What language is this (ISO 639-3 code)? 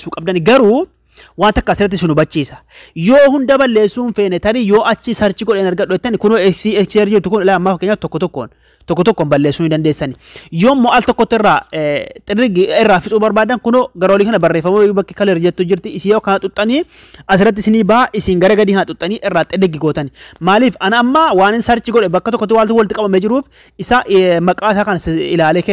orm